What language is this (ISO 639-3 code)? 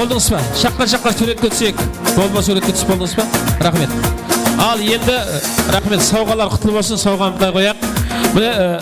kaa